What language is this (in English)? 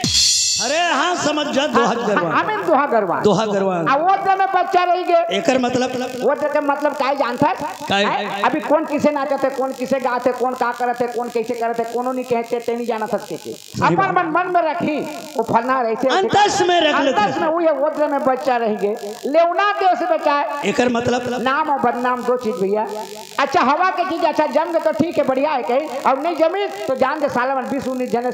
Chhattisgarhi